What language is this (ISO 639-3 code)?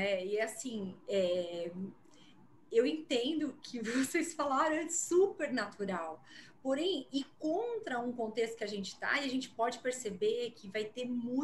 por